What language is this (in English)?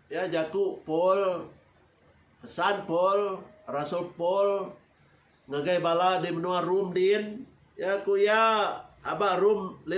Iban